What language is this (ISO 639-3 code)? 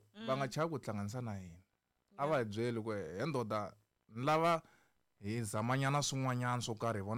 tso